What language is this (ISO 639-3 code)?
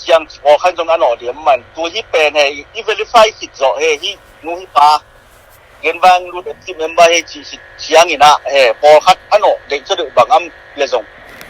ctd